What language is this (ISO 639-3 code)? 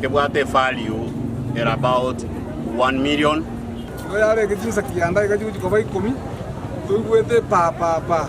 guz